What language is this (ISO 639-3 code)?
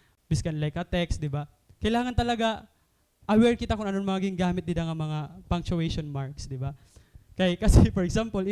war